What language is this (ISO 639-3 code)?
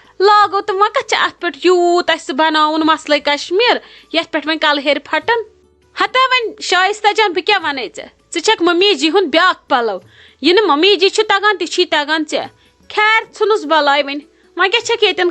kas